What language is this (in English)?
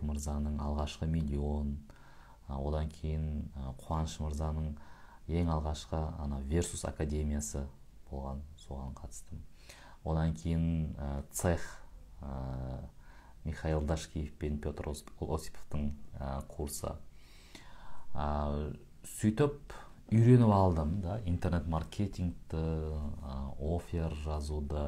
Kazakh